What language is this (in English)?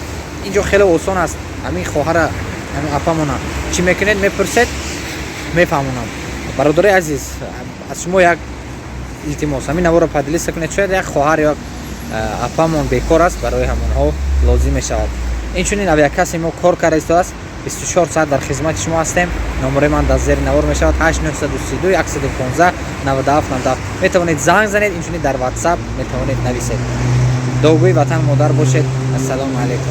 Tajik